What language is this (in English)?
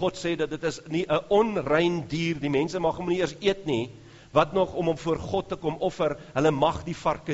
Afrikaans